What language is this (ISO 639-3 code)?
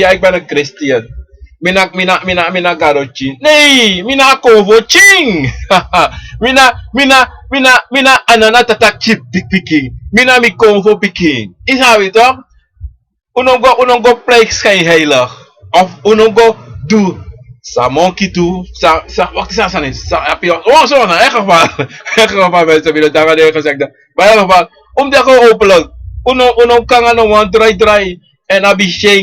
srn